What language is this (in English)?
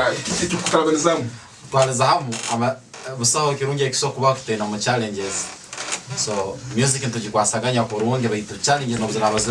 Tooro